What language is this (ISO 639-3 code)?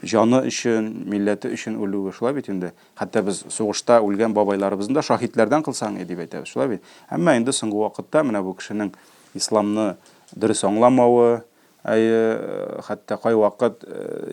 tat